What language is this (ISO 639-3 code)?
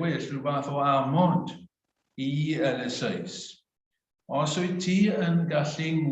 cym